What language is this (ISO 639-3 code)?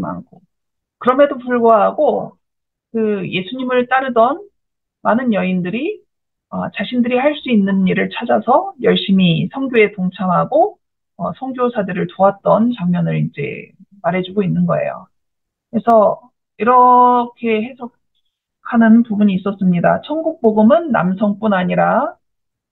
kor